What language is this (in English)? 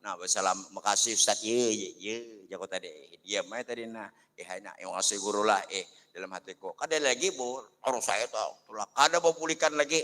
Banjar